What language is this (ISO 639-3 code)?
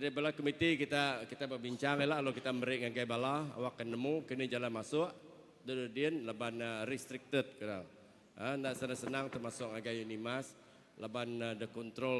iba